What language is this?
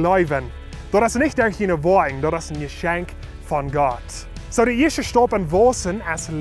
Plautdietsch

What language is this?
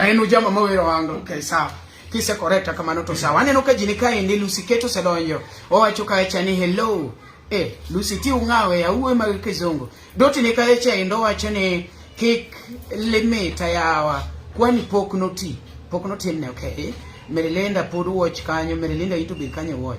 Luo (Kenya and Tanzania)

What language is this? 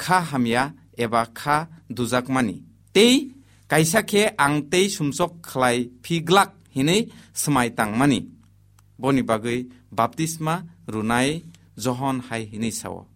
Kok Borok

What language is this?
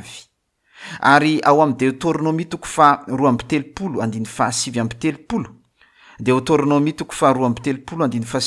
Malagasy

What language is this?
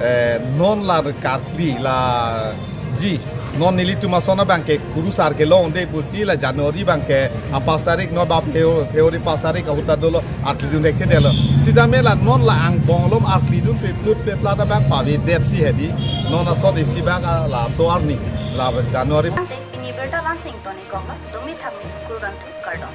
Karbi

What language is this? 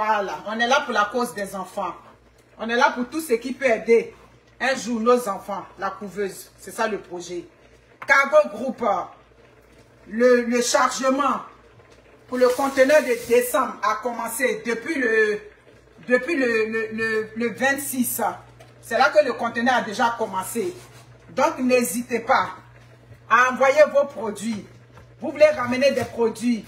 French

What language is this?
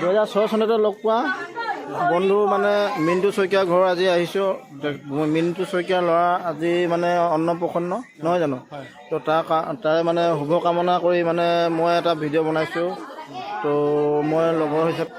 Assamese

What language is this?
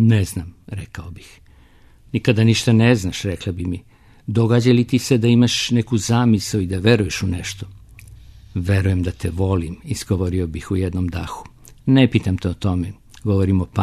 Serbian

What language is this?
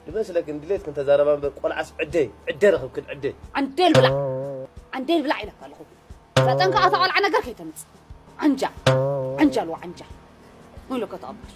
Tigrinya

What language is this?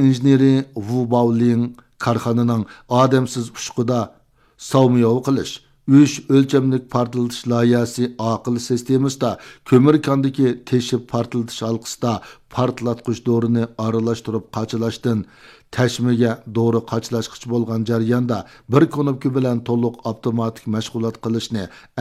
Uyghur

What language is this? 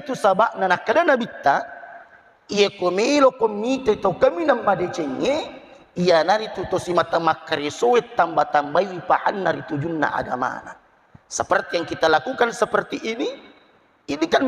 Buginese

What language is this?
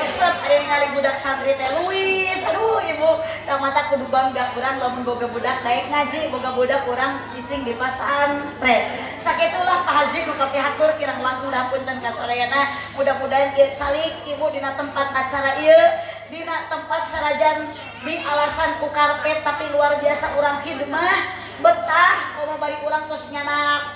Sundanese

